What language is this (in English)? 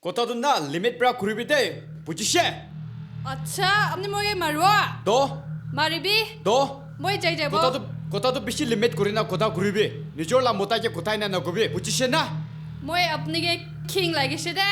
Naga Pidgin